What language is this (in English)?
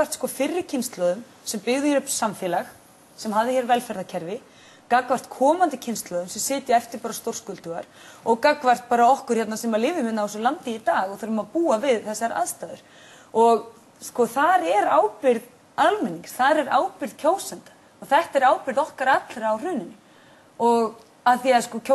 Icelandic